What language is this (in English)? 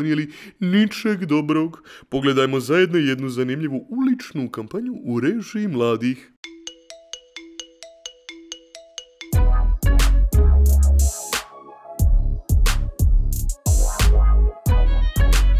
Bosnian